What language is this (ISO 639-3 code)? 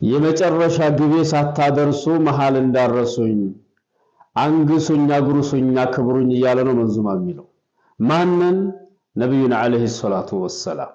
amh